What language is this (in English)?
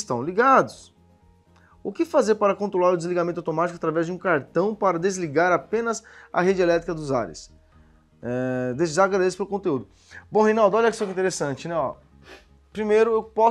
Portuguese